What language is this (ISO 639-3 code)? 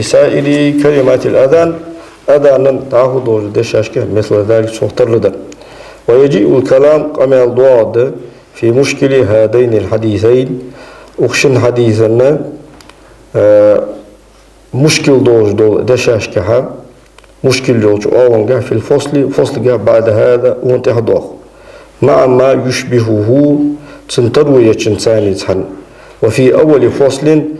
inh